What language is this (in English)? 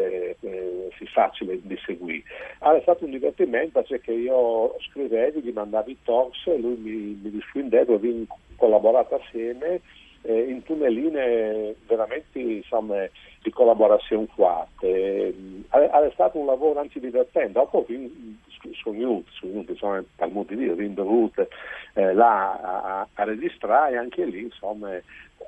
Friulian